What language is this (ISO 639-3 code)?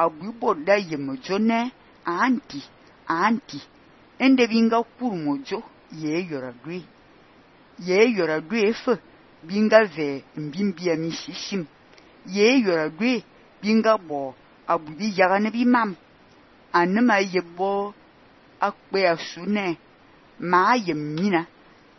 fan